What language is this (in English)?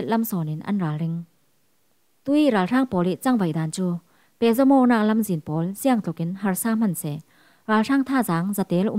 Falam Chin